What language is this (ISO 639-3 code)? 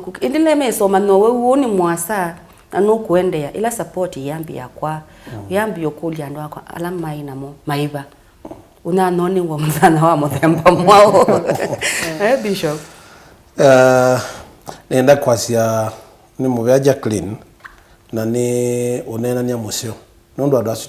kam